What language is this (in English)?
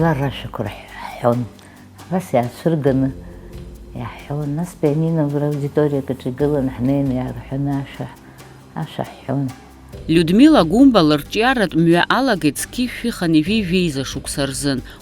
Abkhazian